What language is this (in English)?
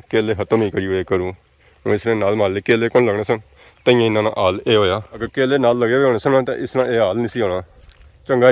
Pahari-Potwari